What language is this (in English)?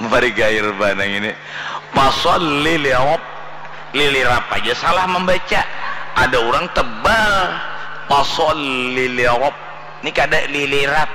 Banjar